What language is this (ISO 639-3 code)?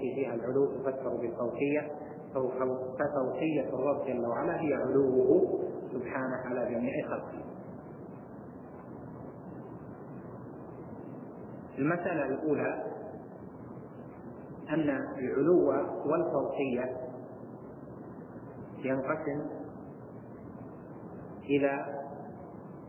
ara